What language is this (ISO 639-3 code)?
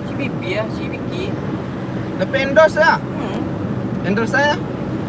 min